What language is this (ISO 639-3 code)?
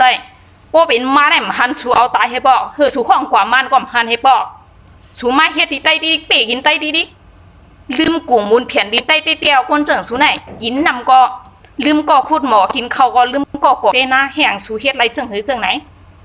shn